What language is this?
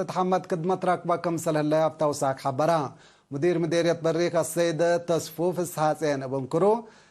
Tigre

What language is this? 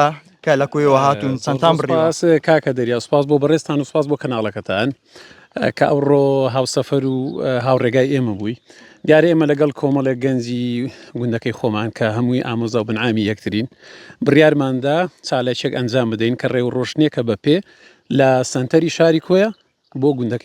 Central Kurdish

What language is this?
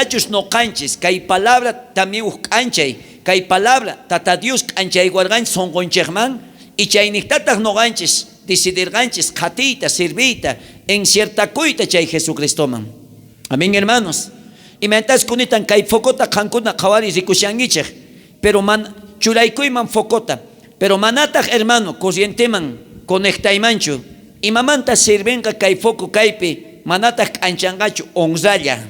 South Bolivian Quechua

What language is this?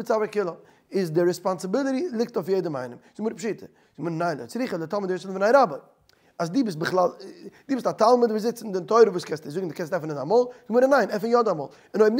Yiddish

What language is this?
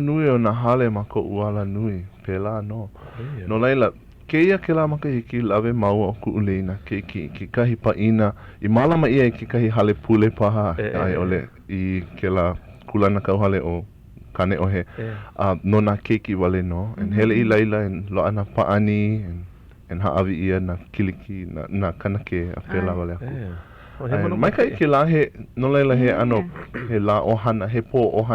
Hawaiian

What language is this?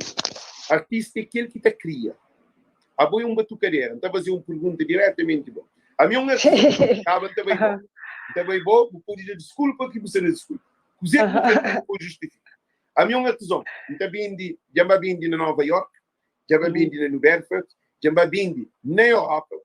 Kabuverdianu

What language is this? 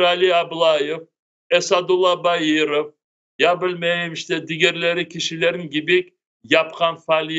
Crimean Tatar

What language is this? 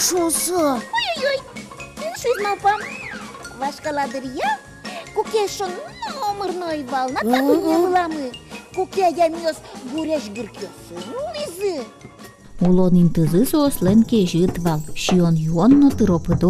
Udmurt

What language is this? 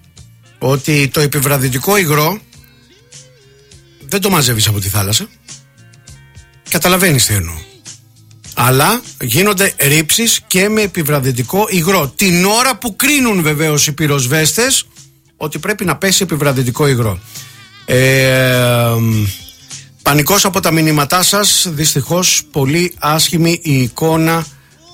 Greek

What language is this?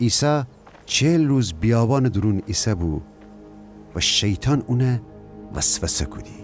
Gilaki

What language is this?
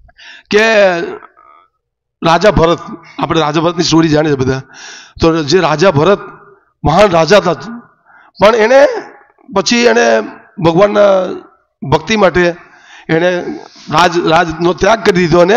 Gujarati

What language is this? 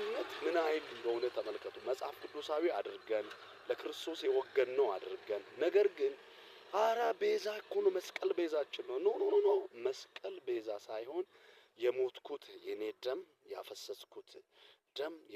Amharic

